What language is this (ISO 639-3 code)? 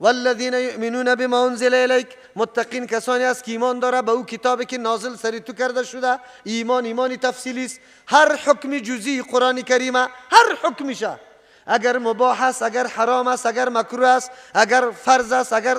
fas